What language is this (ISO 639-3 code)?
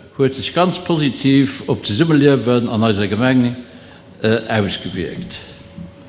ltz